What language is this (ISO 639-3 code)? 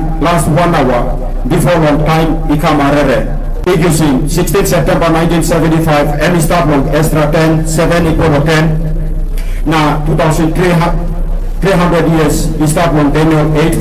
tpi